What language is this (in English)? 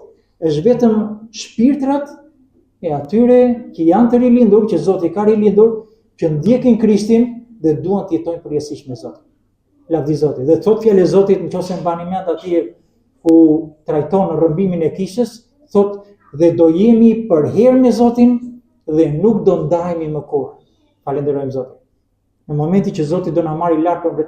Albanian